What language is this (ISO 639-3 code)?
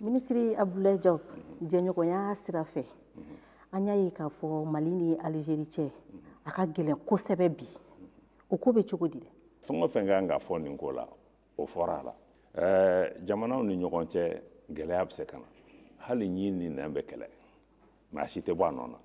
bam